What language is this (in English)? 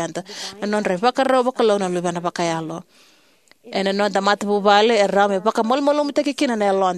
Fijian